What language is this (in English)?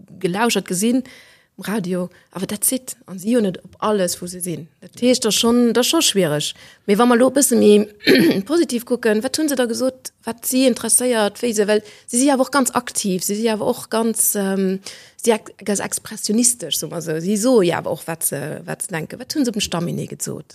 Luxembourgish